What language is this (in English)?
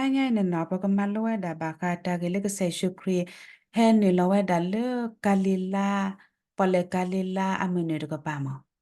S'gaw Karen